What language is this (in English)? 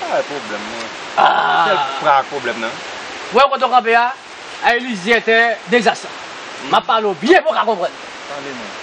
Haitian Creole